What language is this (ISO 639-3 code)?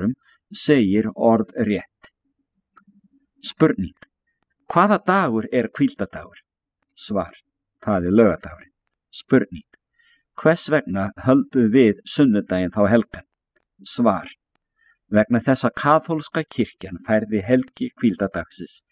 isl